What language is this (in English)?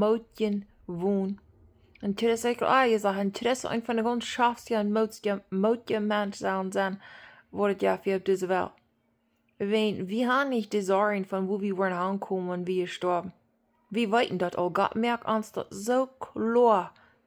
Plautdietsch